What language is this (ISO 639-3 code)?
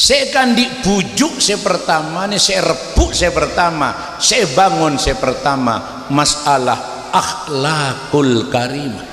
mad